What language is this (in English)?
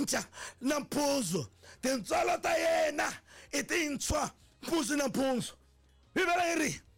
Tsonga